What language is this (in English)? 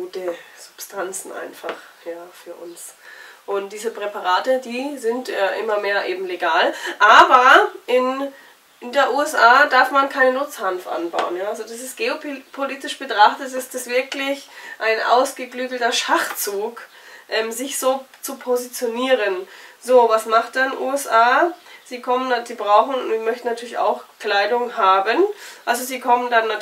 German